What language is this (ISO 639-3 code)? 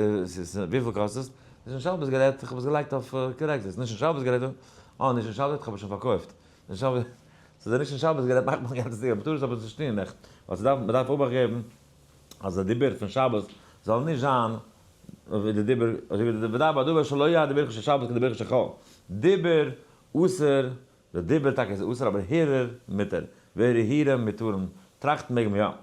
yid